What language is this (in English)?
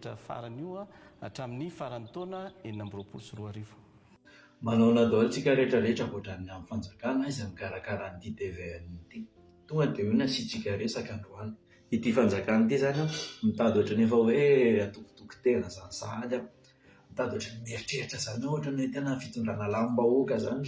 Malagasy